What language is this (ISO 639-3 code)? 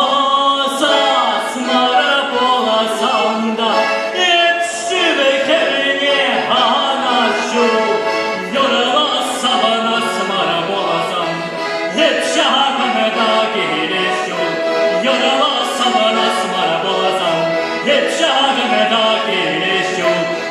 chv